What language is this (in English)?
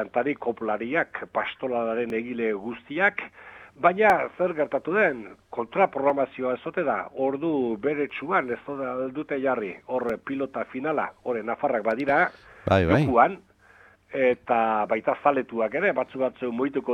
Basque